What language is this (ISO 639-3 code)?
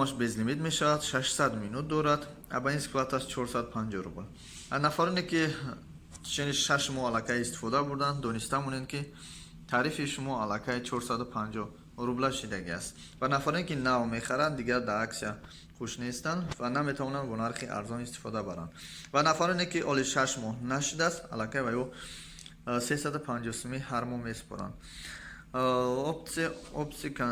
tgk